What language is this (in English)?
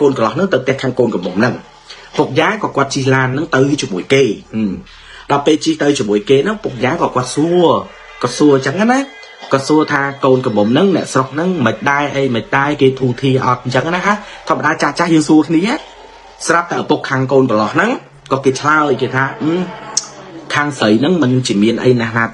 Khmer